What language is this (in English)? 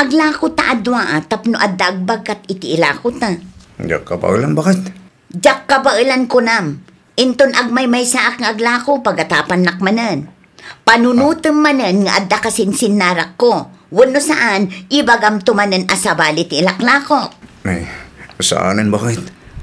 Iloko